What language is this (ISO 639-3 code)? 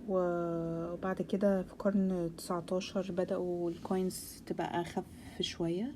arz